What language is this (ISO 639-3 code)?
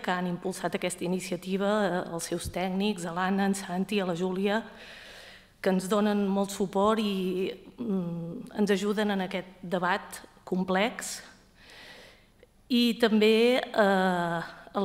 cat